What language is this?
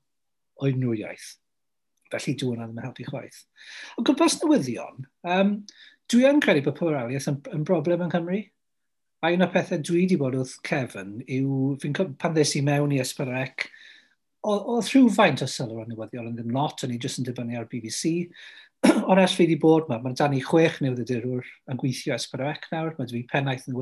Welsh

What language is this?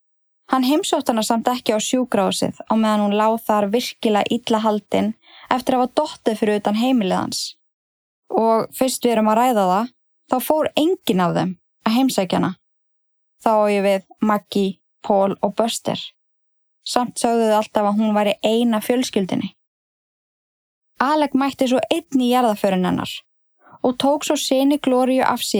Icelandic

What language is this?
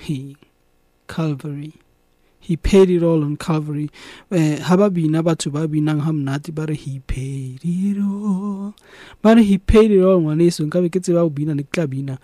Southern Sotho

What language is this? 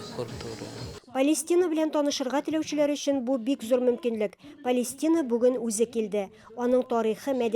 Tatar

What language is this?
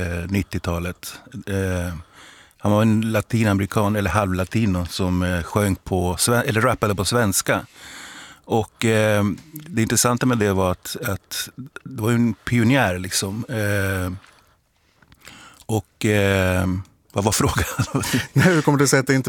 Swedish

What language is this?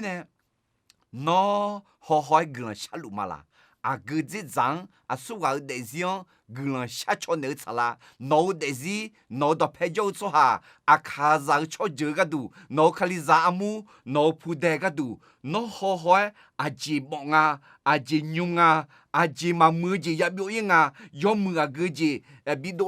Akha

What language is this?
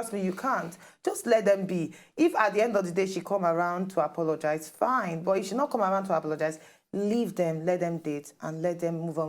Nigerian Pidgin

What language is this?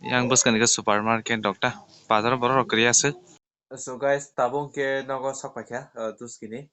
Kok Borok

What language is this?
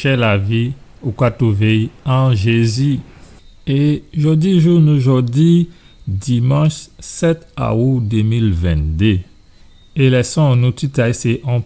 Guadeloupean Creole French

